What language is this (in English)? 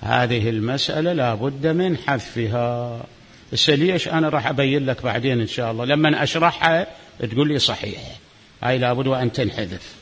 Mesopotamian Arabic